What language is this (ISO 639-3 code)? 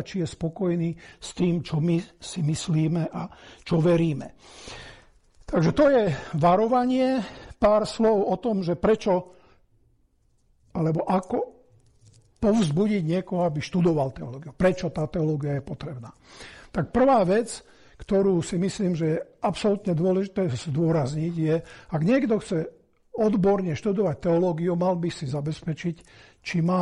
slk